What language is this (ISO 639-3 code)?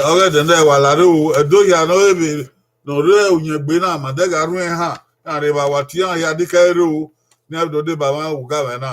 bin